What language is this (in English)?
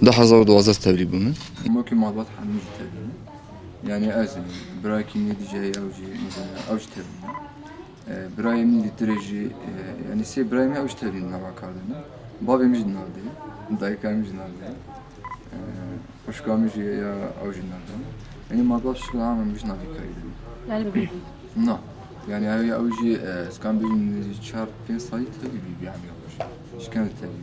Kurdish